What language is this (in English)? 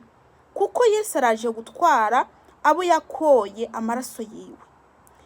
Kinyarwanda